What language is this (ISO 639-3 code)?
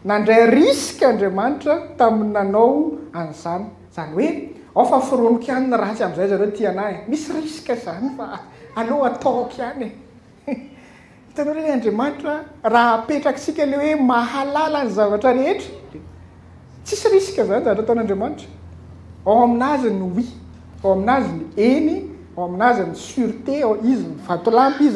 mlg